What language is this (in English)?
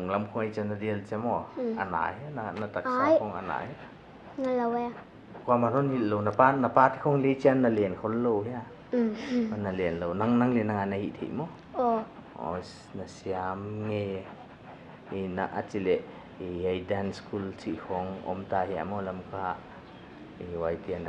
Paite Chin